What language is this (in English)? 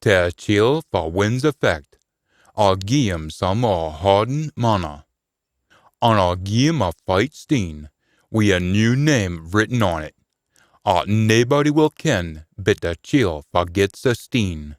Scots